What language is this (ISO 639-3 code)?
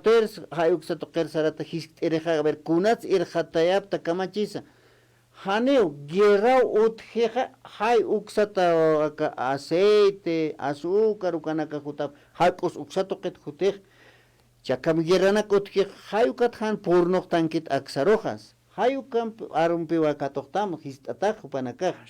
aym